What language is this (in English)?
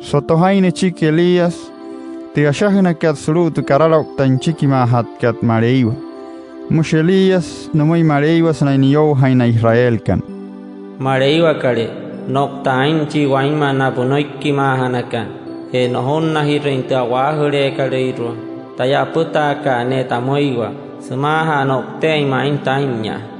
Wayuu